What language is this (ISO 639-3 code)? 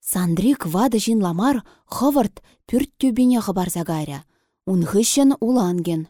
chv